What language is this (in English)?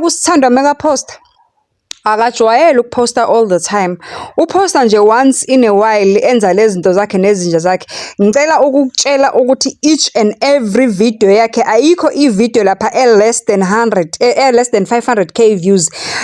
Zulu